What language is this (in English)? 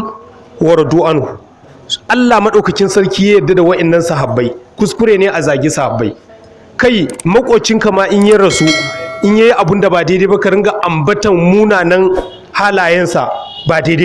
Hausa